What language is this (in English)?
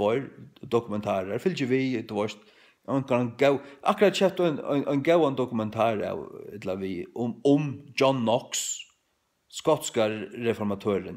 Faroese